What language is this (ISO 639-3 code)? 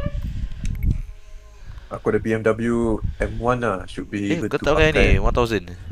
msa